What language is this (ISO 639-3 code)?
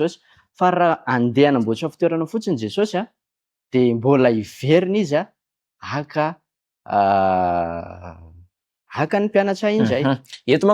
mlg